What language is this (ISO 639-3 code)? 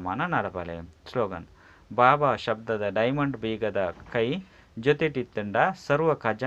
tcy